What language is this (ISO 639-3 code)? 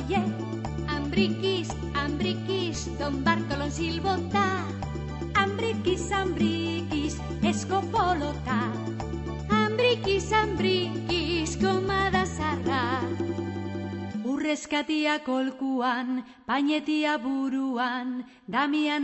eus